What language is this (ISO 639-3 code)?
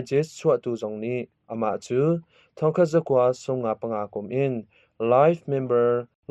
cnh